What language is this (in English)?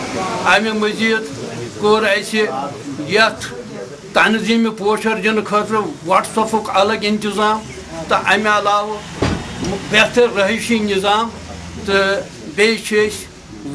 Kashmiri